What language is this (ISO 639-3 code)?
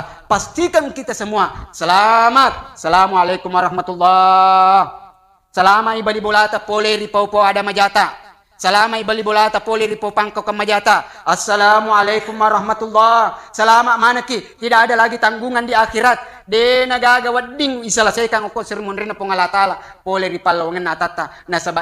bug